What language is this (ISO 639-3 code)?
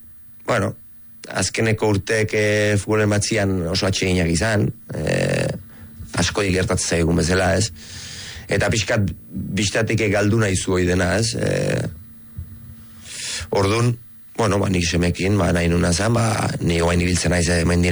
eus